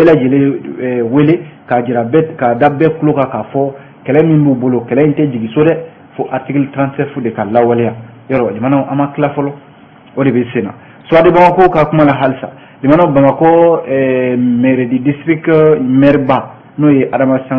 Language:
Bambara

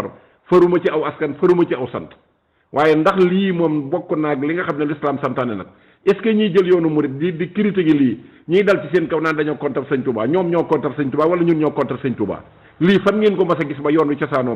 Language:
Wolof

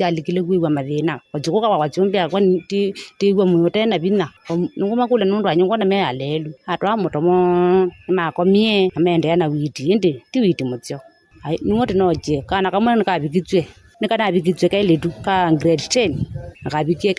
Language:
Kamba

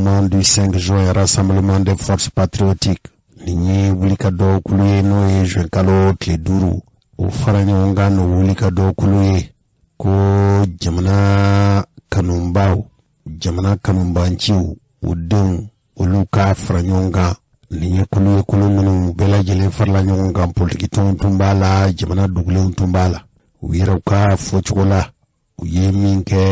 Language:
Bambara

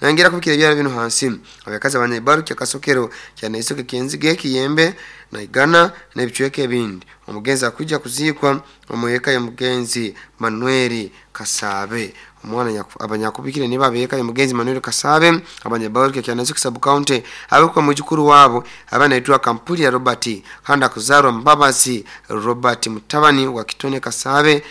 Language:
Nyoro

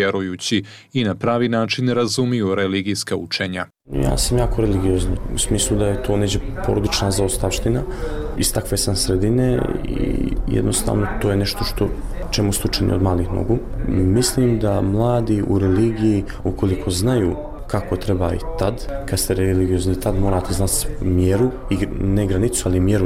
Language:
Bosnian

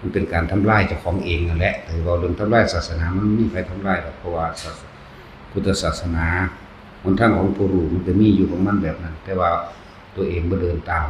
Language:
Northeastern Thai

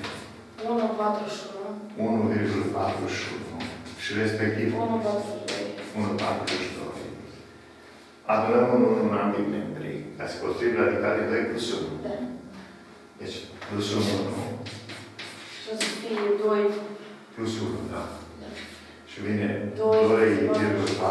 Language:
Romanian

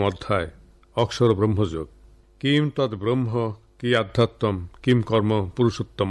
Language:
Bangla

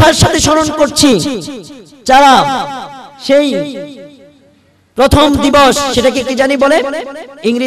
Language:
Bangla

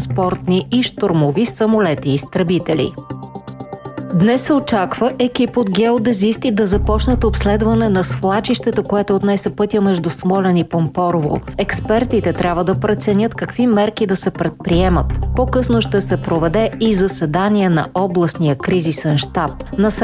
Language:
Bulgarian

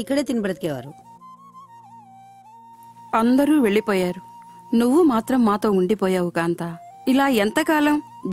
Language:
Telugu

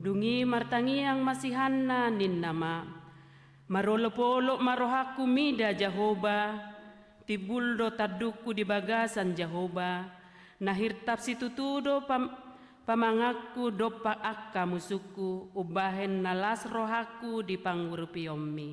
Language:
Batak Toba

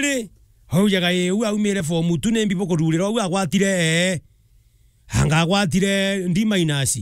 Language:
Meru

